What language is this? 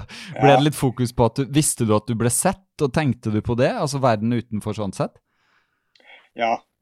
Norwegian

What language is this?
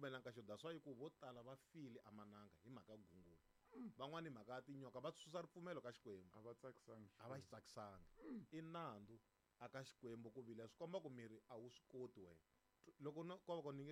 Tsonga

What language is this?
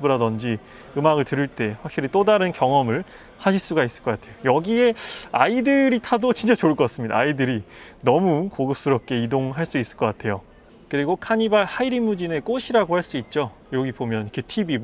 Korean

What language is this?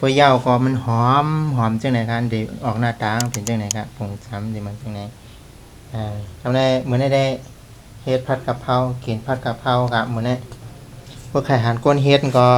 Shan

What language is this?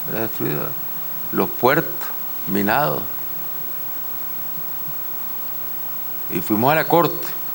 Spanish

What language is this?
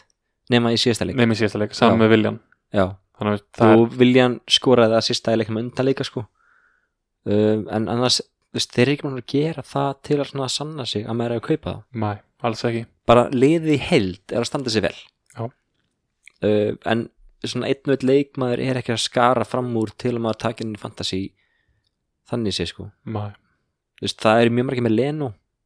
Icelandic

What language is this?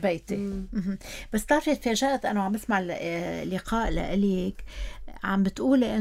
North Levantine Arabic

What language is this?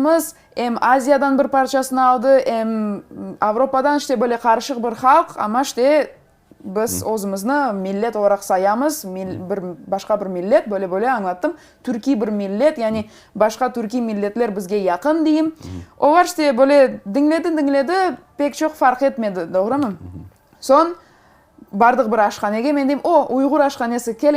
Crimean Tatar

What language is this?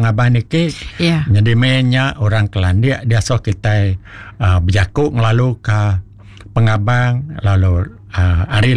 Iban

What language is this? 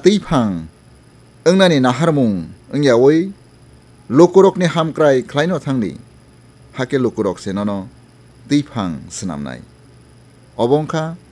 Kok Borok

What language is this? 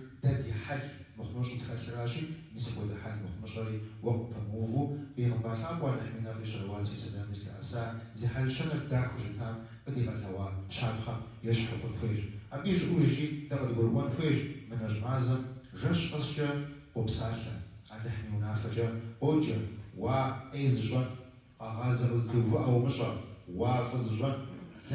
Kabardian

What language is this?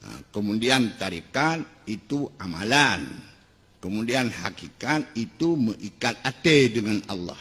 Achinese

